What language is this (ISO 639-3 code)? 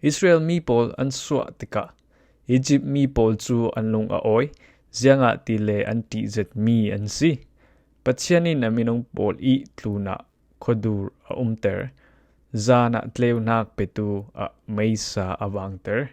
cfm